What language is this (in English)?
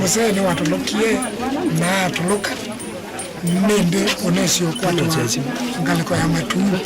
Kamba